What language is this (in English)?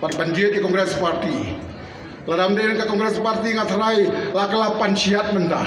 Khasi